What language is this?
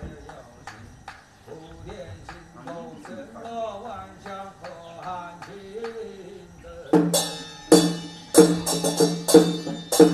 Chinese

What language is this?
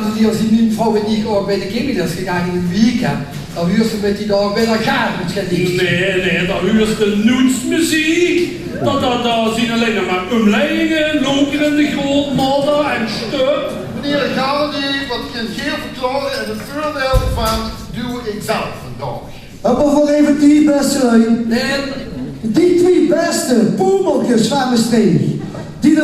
Limburgish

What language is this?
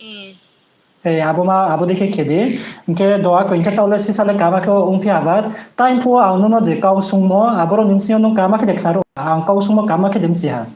Riang (India)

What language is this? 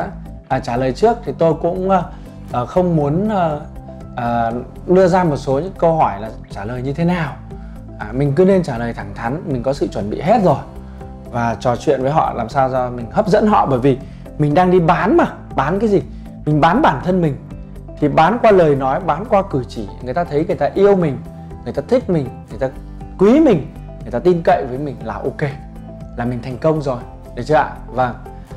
Vietnamese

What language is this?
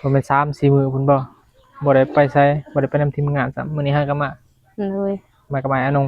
Northeastern Thai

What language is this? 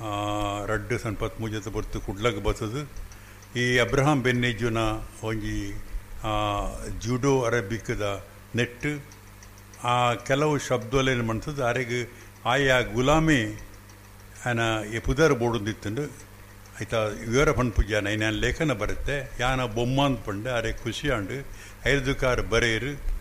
Tulu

